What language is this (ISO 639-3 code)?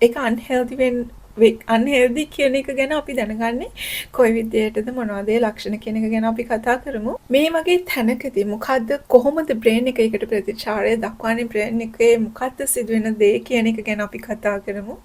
sin